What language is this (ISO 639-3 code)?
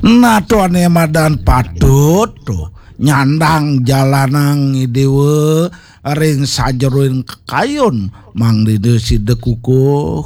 ban